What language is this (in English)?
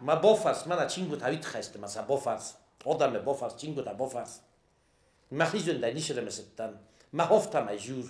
Ossetic